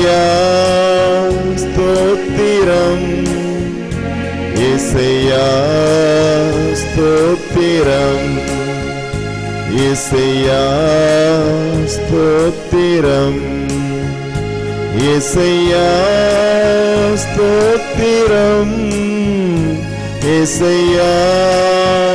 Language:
Tamil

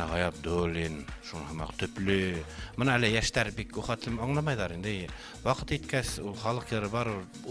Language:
Bashkir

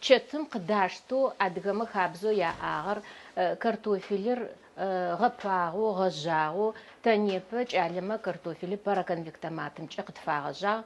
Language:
Adyghe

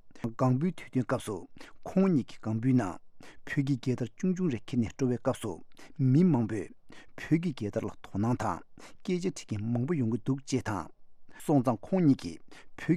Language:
Tibetan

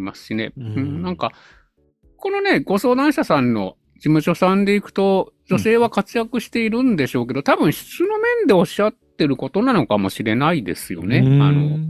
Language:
Japanese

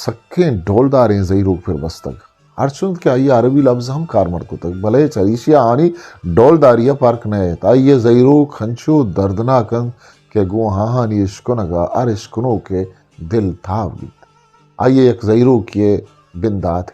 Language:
Eastern Balochi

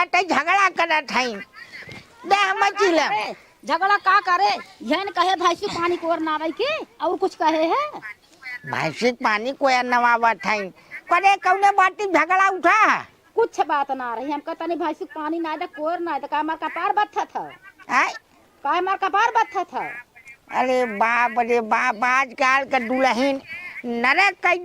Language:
Awadhi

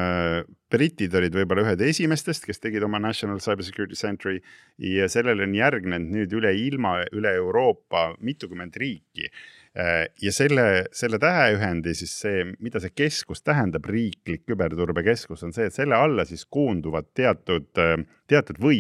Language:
Estonian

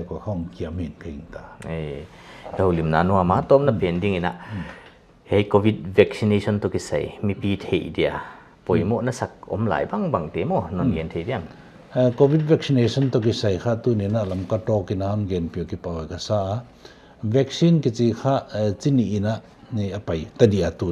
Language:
Paite Chin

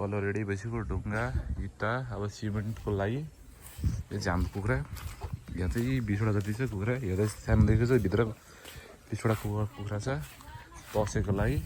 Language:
Nepali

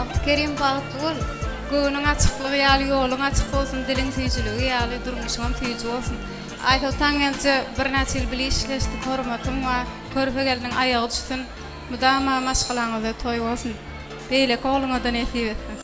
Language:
Turkmen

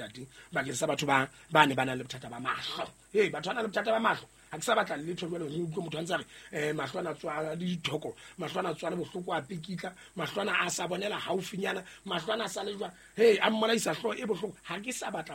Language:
Southern Sotho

